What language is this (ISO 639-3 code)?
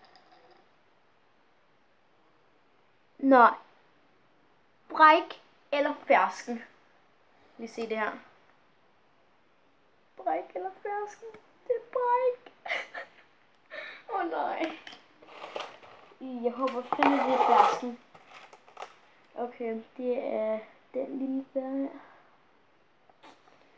dan